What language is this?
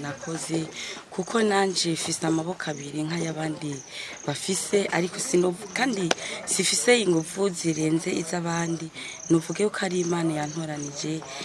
Rundi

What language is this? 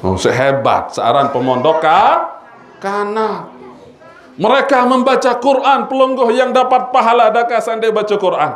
Sasak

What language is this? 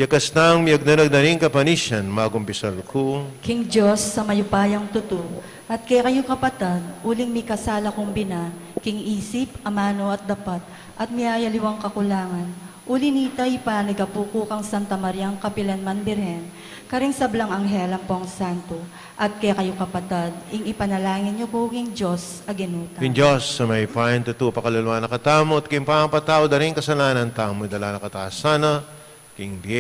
Pampanga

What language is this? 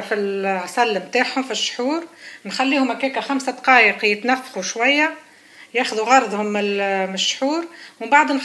Tunisian Arabic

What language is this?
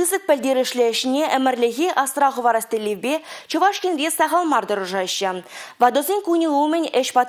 Chuvash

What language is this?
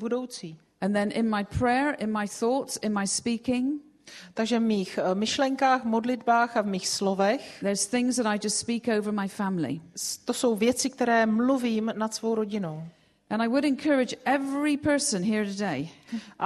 Czech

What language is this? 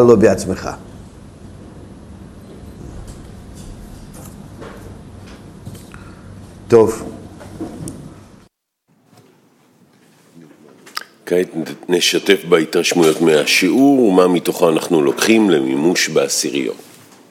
Hebrew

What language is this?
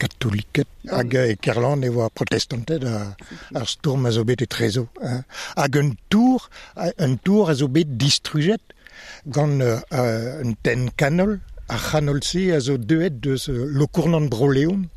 Breton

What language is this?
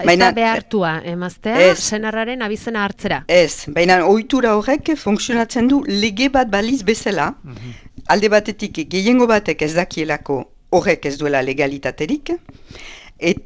Basque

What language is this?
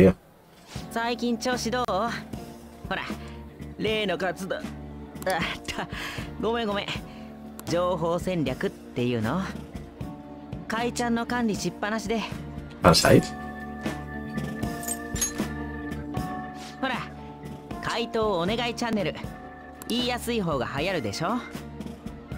Japanese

